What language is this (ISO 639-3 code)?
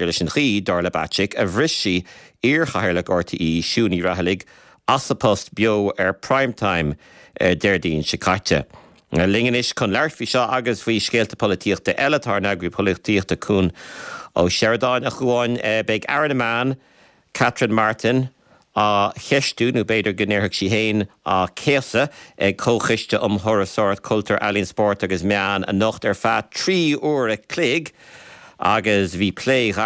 gle